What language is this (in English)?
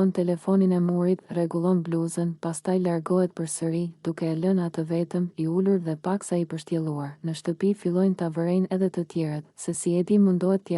Albanian